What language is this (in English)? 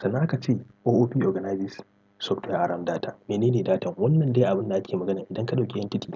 Hausa